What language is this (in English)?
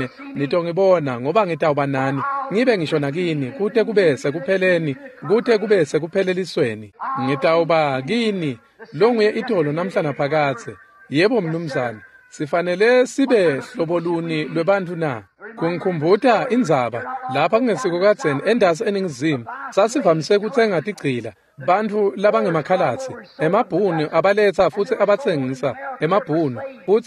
Swati